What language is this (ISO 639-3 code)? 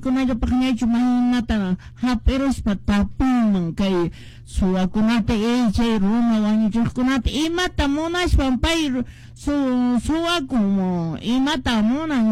que